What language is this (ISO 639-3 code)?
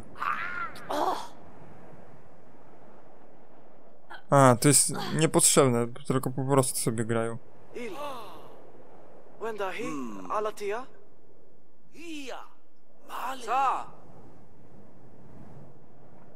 pol